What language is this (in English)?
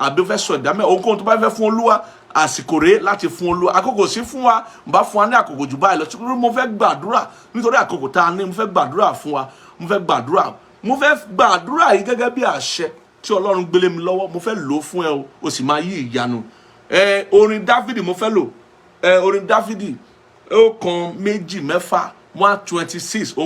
Yoruba